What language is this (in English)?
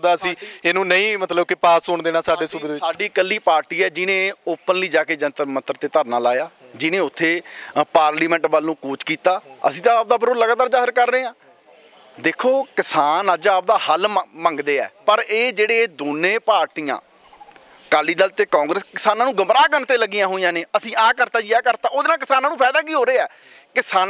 Punjabi